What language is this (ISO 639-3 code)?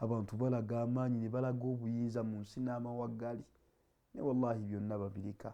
lug